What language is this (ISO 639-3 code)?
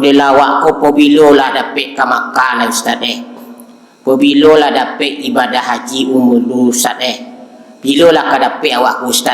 min